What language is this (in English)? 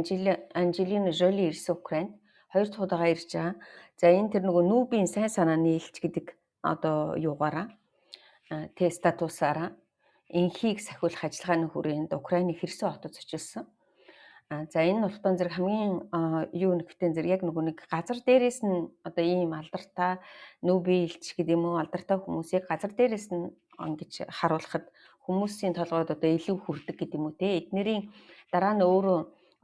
Mongolian